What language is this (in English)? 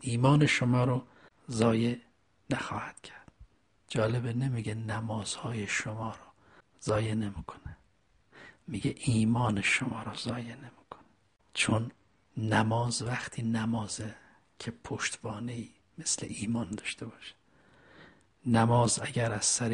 Persian